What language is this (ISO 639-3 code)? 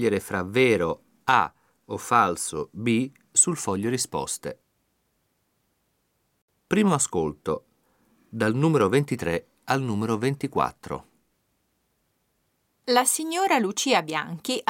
ita